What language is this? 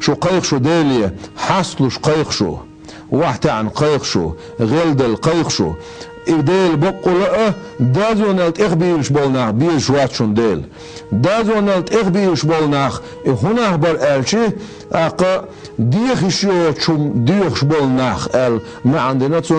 Chechen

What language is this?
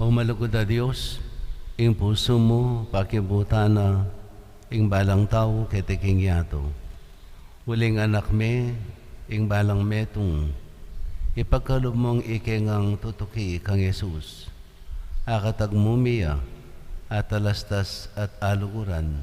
Pampanga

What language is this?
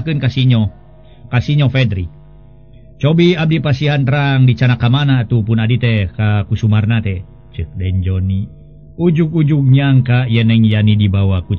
Sundanese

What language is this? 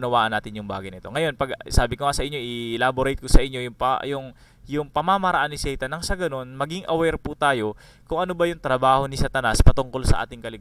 Filipino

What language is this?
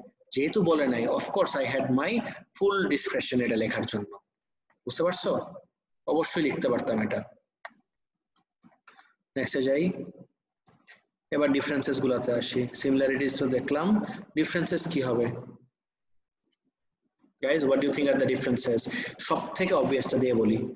Bangla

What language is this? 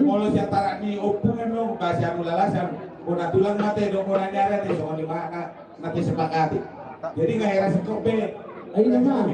Batak Toba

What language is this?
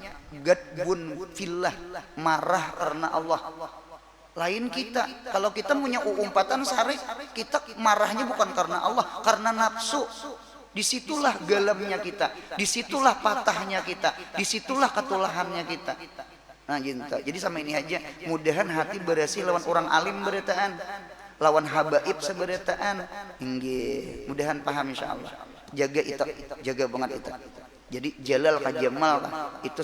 Banjar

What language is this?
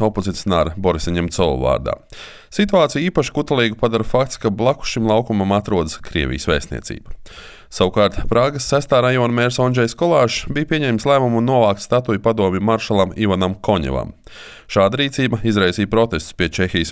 Latvian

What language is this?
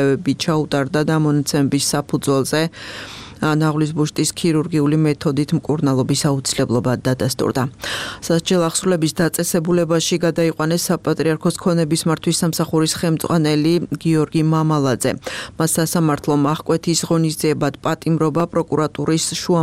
Georgian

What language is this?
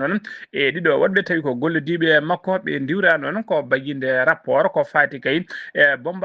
Fula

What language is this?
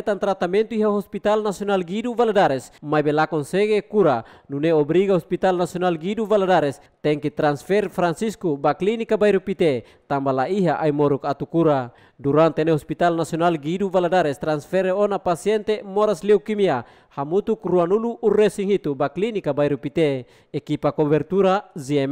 Tetum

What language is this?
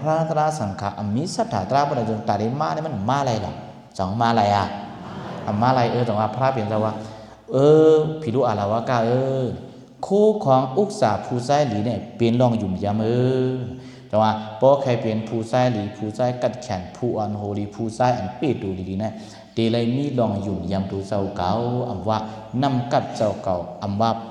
Shan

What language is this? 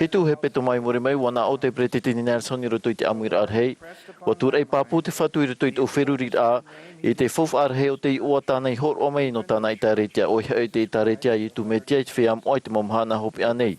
Tahitian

